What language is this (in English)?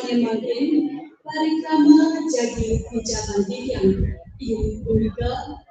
Balinese